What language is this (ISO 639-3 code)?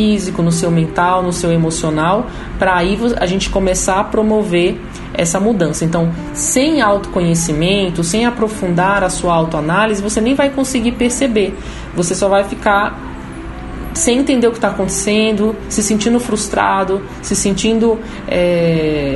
por